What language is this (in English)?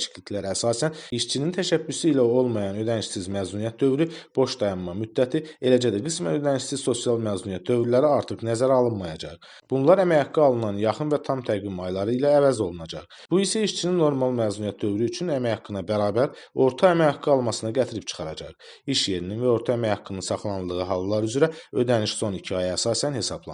Azerbaijani